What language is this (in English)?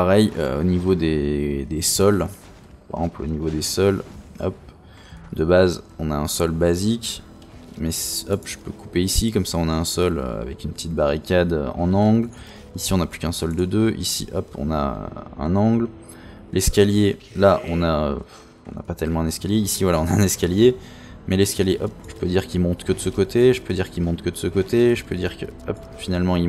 French